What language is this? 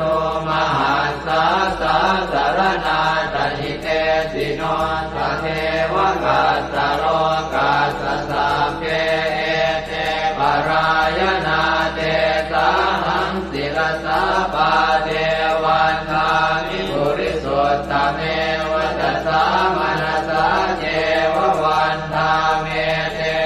Pali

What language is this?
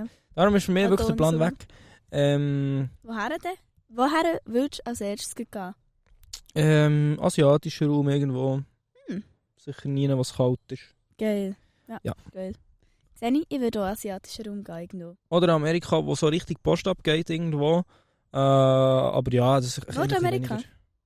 Swiss German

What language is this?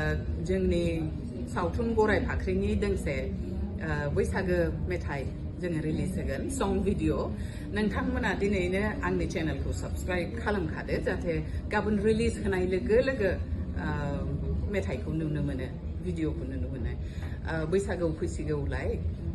Bodo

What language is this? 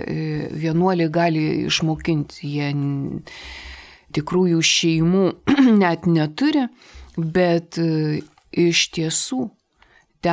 Lithuanian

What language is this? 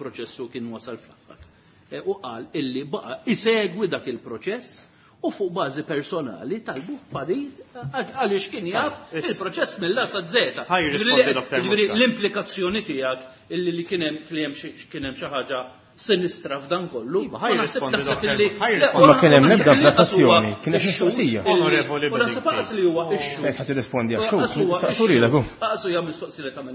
Maltese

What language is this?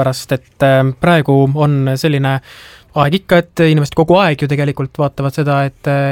Estonian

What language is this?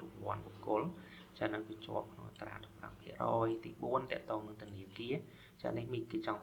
Khmer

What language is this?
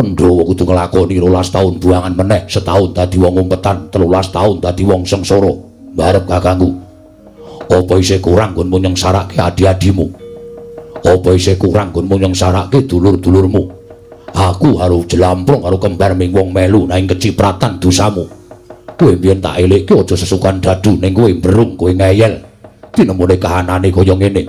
Javanese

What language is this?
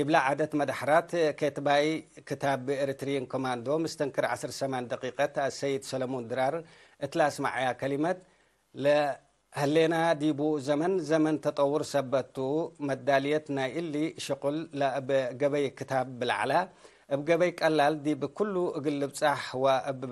Tigre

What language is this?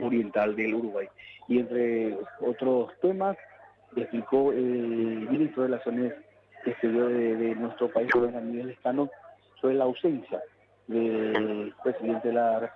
Spanish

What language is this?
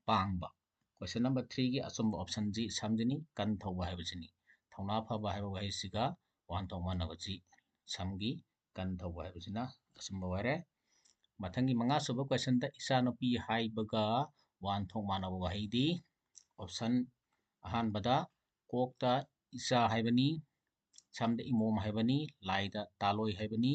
Manipuri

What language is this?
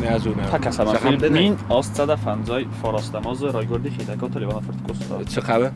Ossetic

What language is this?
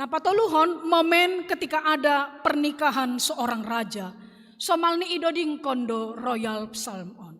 Batak Simalungun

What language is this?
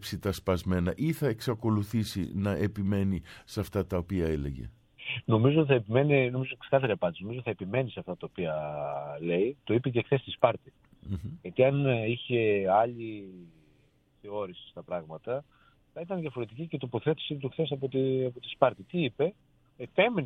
Greek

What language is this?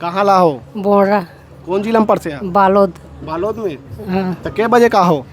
Chhattisgarhi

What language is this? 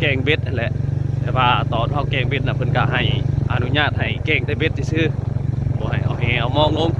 Northeastern Thai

